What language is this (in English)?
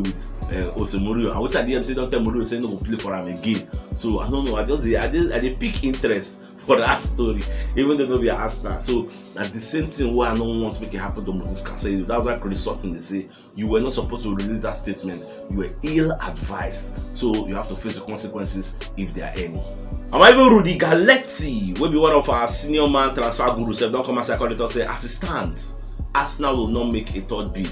Nigerian Pidgin